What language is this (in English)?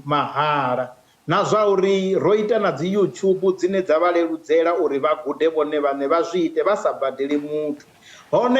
Venda